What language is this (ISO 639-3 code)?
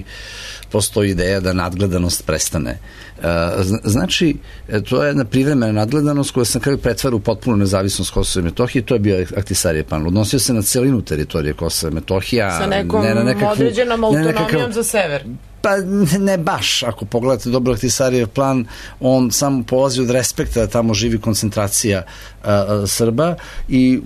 srp